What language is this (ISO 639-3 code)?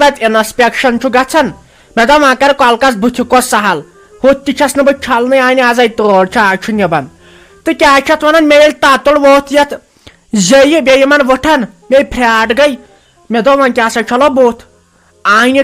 kas